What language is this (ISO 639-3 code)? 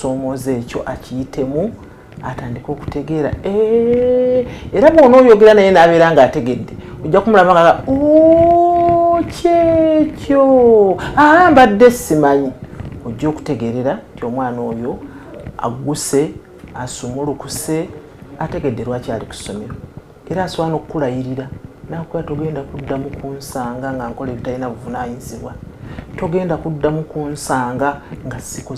lug